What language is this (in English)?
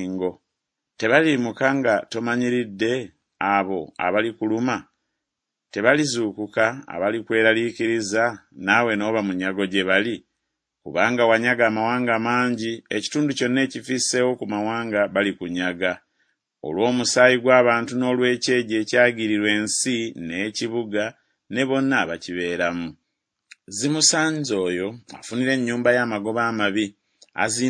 Ganda